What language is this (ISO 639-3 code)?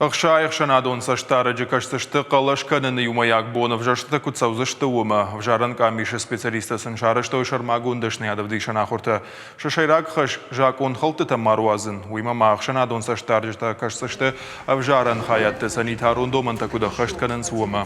oss